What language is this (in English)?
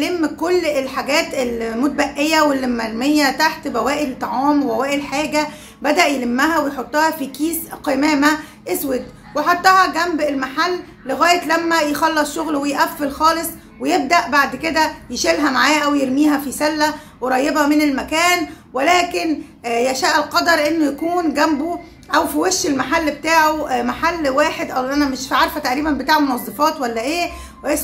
Egyptian Arabic